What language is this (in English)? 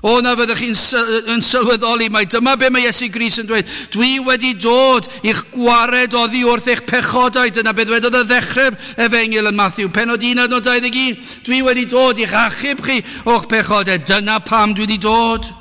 Welsh